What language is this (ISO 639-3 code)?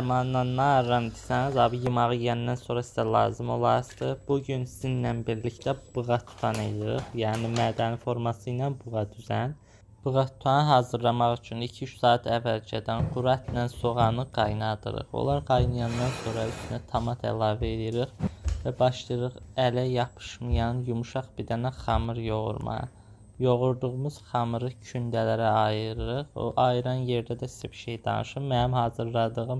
aze